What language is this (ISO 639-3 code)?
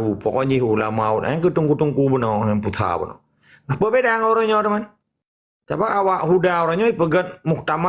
ace